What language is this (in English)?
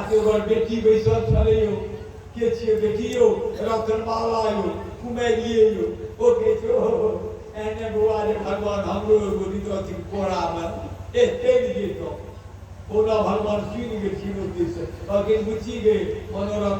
Maithili